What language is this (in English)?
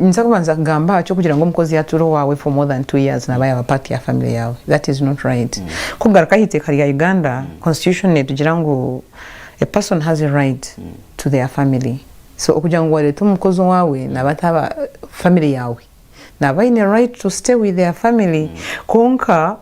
Nyankole